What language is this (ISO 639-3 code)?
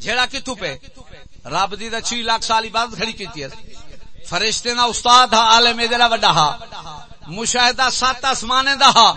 skr